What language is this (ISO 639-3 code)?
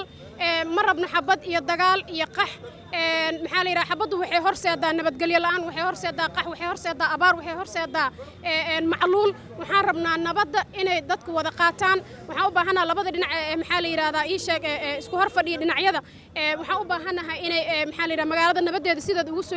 som